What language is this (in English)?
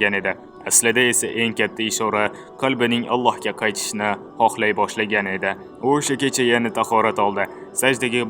Uzbek